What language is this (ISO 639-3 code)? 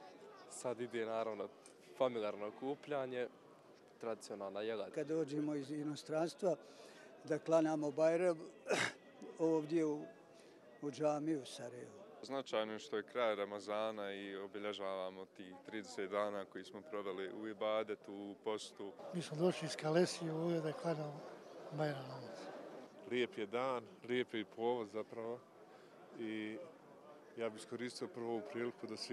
bos